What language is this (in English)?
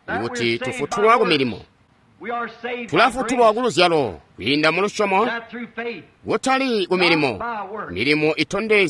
Tonga (Zambia)